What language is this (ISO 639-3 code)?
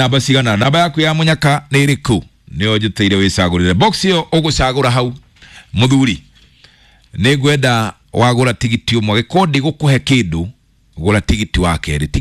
kik